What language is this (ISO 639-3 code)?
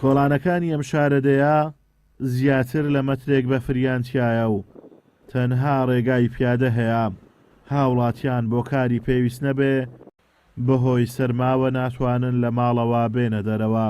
ckb